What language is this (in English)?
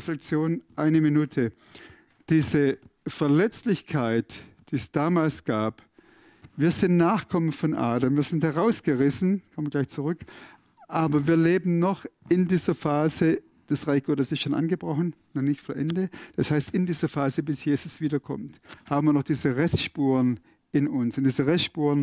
Swiss German